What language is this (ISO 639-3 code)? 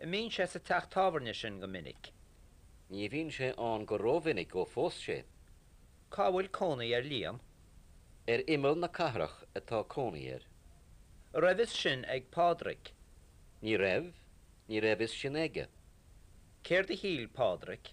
gle